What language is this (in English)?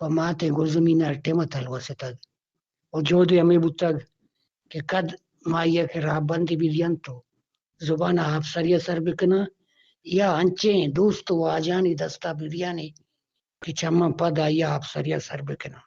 Eastern Balochi